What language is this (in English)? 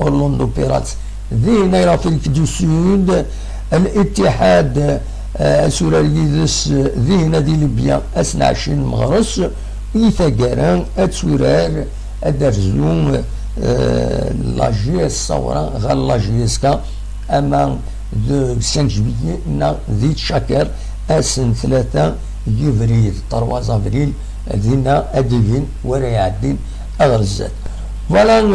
Kabyle